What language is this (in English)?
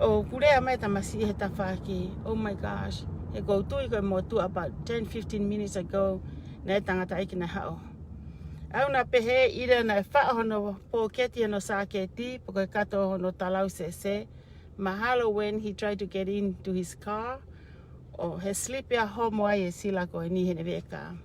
Tongan